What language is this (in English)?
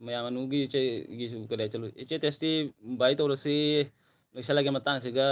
Manipuri